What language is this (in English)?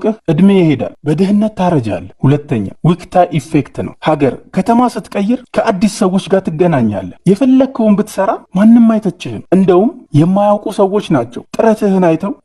Amharic